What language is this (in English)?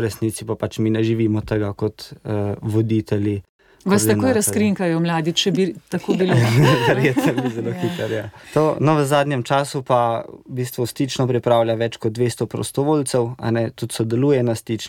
Slovenian